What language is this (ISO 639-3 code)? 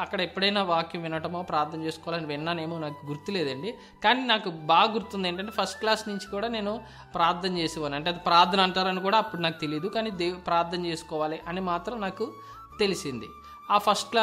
tel